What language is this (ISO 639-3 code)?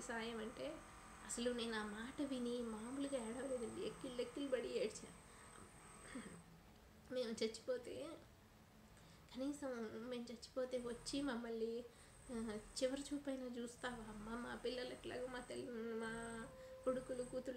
tel